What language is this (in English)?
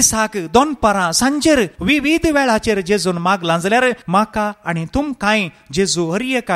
Konkani